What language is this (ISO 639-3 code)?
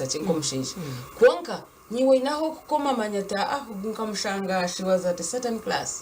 nyn